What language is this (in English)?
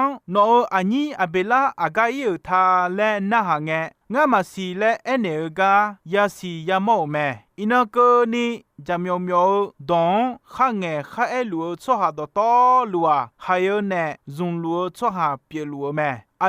Akha